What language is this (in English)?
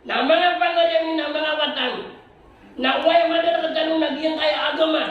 Maranao